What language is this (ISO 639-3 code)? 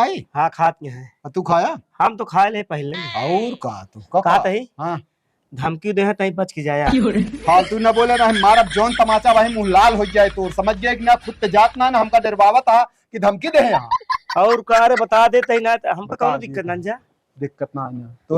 awa